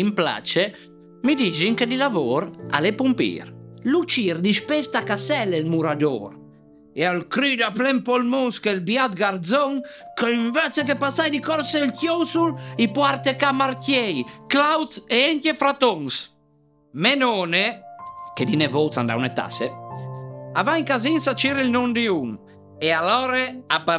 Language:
Friulian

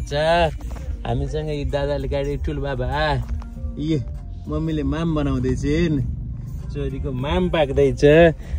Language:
Nepali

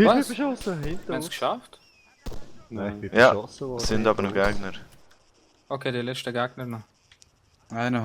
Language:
Swiss German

